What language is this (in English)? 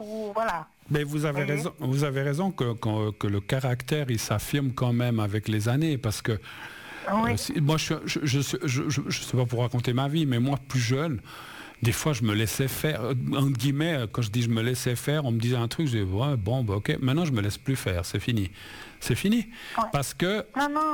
French